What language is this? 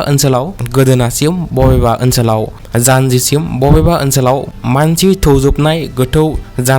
Bodo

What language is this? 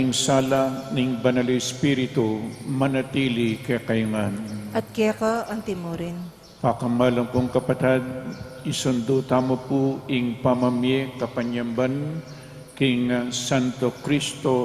Pampanga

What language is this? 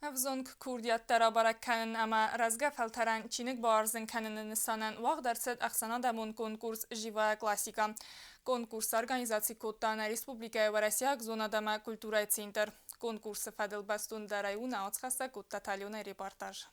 Ossetic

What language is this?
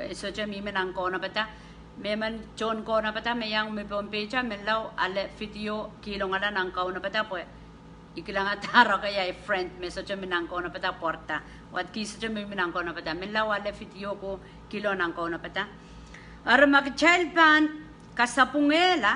Pohnpeian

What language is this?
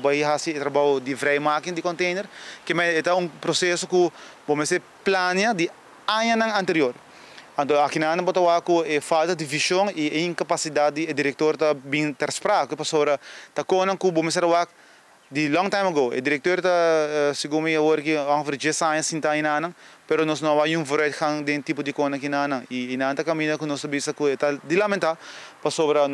Papiamento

